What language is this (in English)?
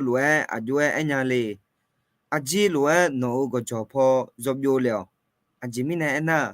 Akha